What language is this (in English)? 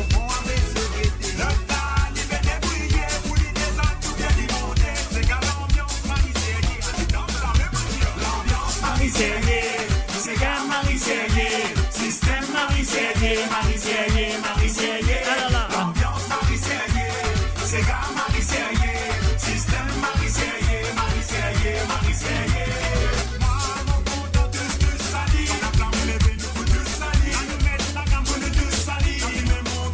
Morisyen